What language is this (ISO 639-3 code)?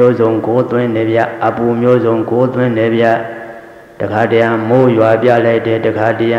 mya